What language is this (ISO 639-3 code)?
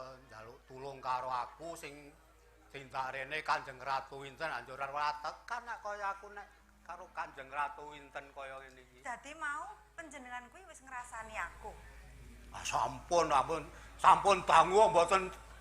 jav